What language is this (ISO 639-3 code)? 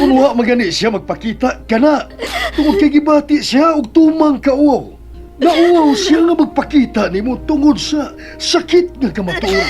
ceb